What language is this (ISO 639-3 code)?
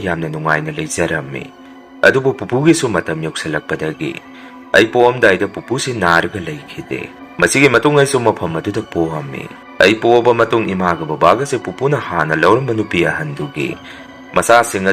mni